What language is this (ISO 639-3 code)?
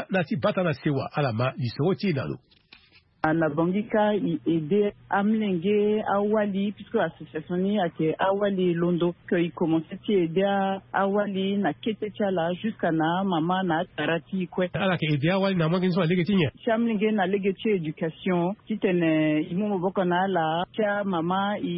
sag